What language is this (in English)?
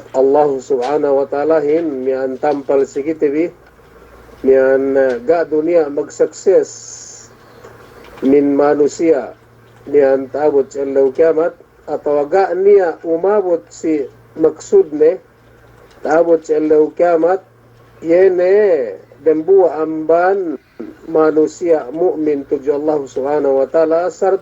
Yakan